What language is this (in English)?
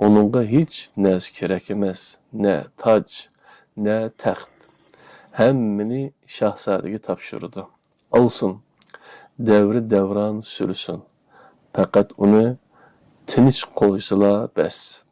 Uyghur